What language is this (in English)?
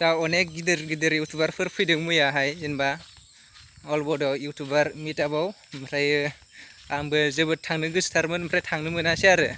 Bodo